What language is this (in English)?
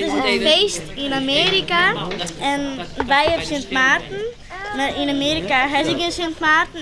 Western Frisian